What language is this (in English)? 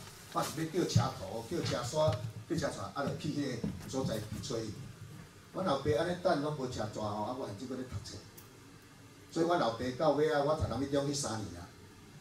Min Nan Chinese